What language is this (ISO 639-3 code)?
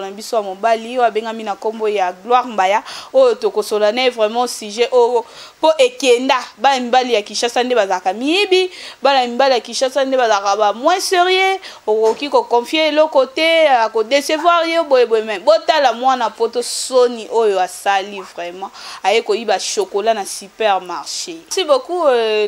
lin